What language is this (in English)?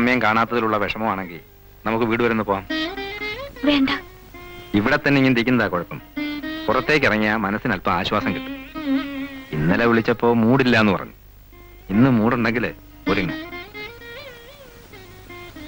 Malayalam